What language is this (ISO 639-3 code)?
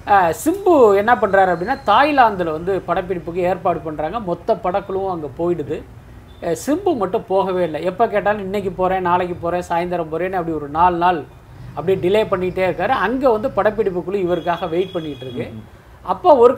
tam